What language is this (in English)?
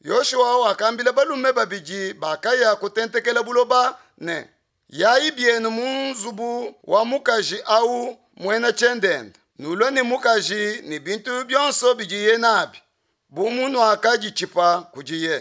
Luba-Lulua